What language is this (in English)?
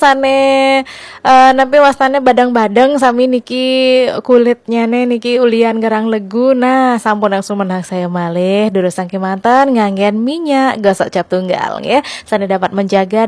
Balinese